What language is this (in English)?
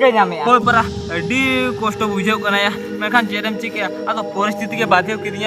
Santali